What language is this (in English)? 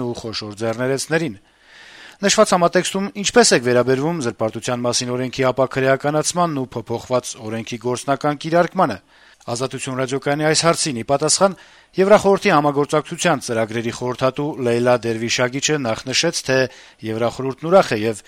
Armenian